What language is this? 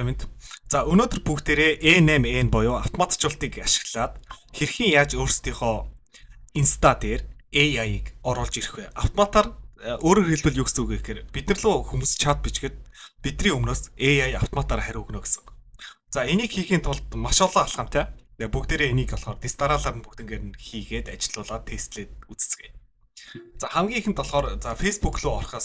Mongolian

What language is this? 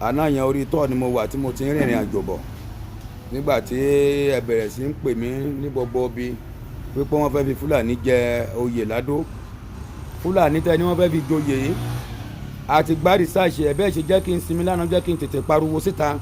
Yoruba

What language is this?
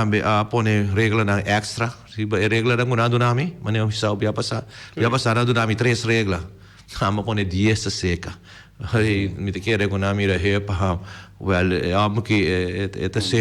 Papiamento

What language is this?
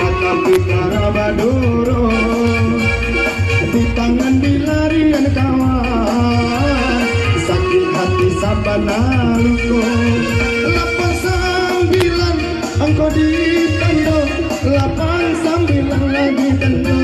Minangkabau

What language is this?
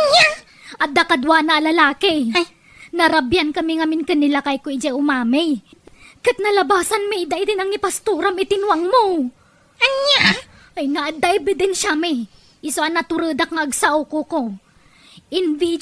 Iloko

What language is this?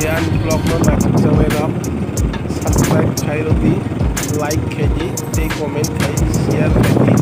Kok Borok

